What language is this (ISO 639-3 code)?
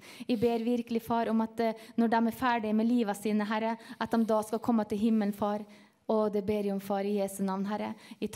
nor